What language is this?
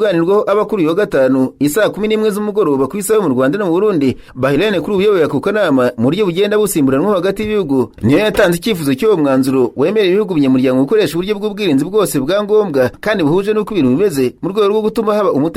Kinyarwanda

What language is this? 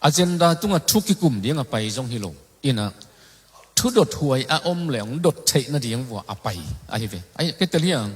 Tedim Chin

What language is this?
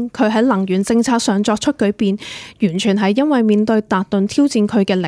Cantonese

